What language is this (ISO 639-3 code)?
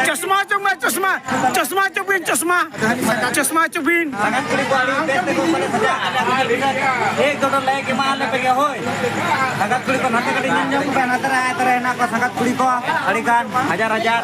sat